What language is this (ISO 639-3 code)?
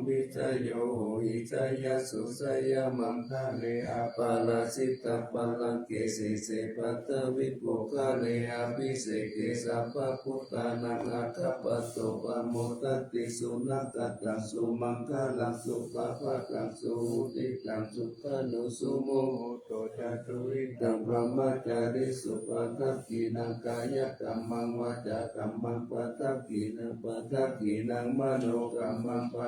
pli